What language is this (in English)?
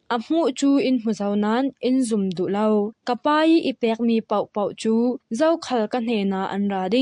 Falam Chin